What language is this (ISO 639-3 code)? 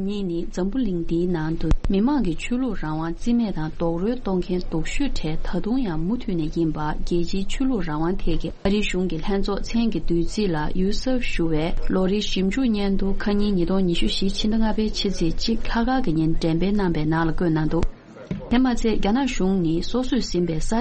bod